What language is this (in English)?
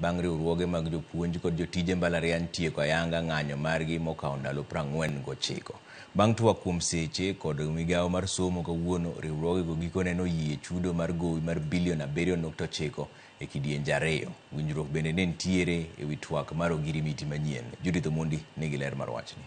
Luo (Kenya and Tanzania)